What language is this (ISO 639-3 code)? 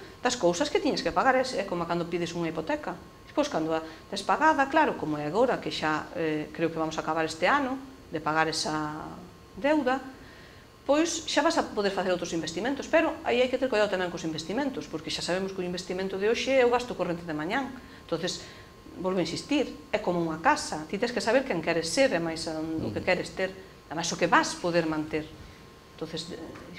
glg